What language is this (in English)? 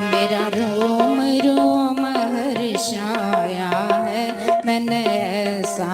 Dogri